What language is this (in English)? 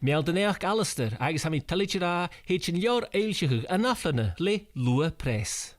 Scottish Gaelic